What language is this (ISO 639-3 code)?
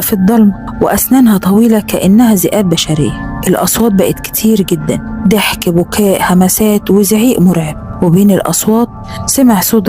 arz